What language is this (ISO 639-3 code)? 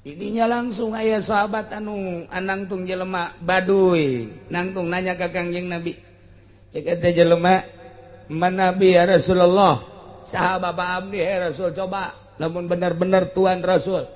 sun